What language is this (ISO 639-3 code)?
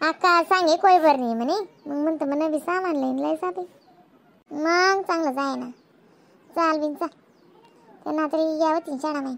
khn